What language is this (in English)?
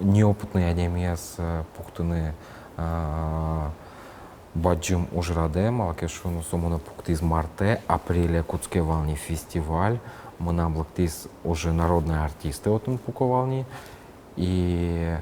Udmurt